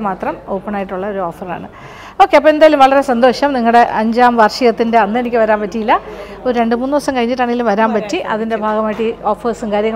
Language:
Malayalam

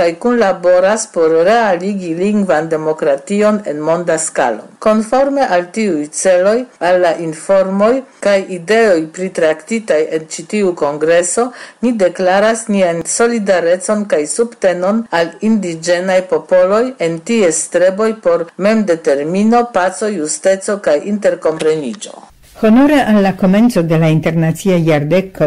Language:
Esperanto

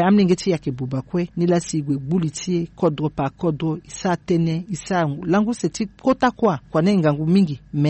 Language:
Sango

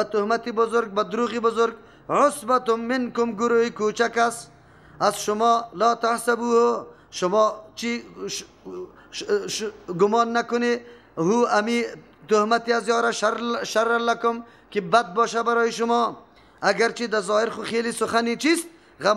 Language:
Persian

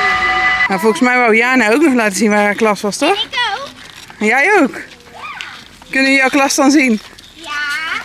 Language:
Dutch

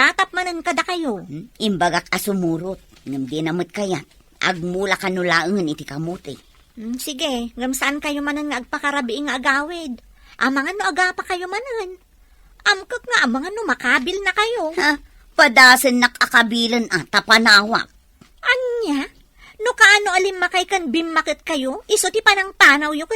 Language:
Iloko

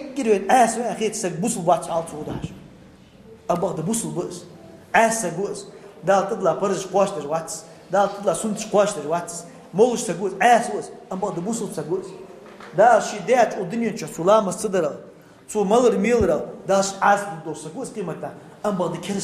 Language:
Ingush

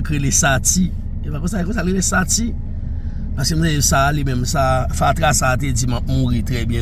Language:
Haitian Creole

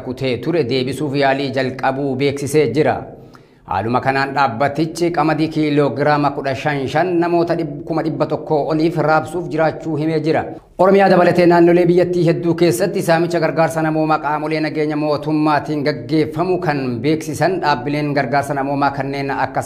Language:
Oromo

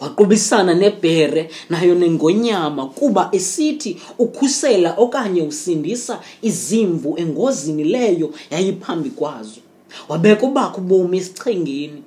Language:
Xhosa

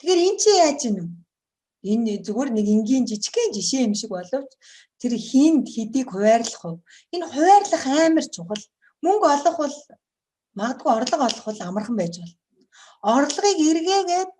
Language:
Mongolian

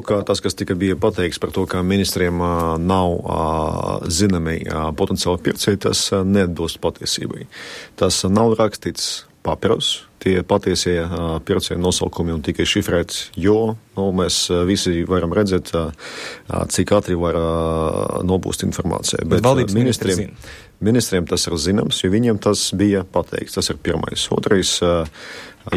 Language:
Latvian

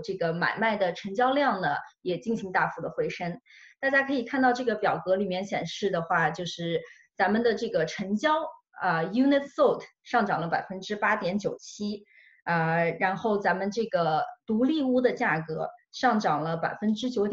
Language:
Chinese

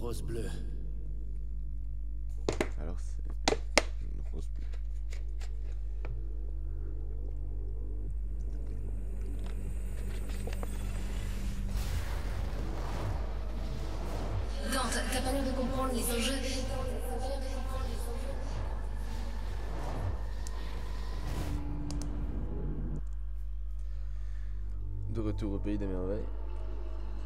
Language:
French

